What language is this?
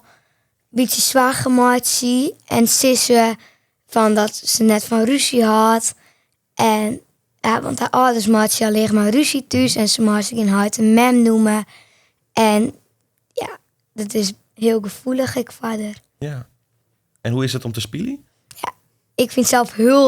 Western Frisian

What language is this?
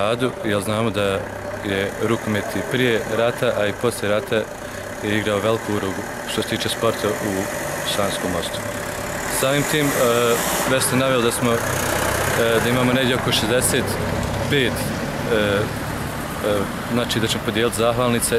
Bosnian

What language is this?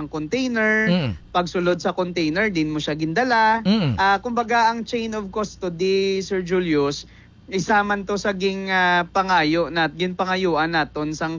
Hiligaynon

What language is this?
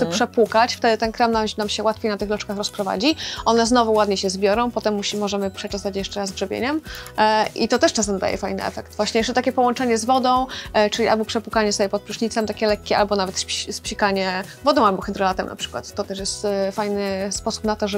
Polish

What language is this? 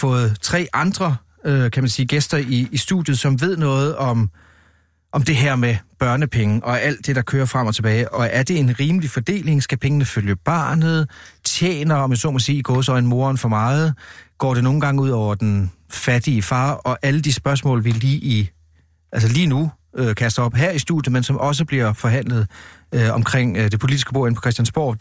Danish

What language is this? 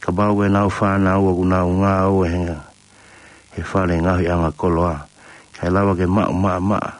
Tongan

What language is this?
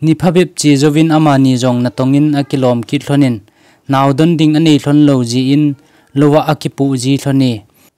Thado Chin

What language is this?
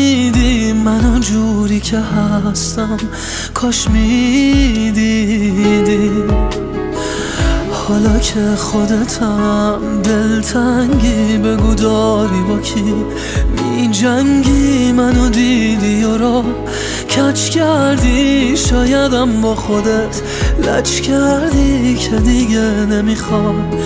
Persian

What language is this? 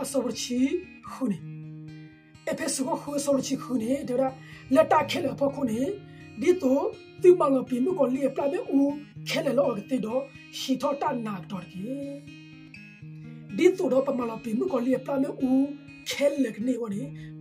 S'gaw Karen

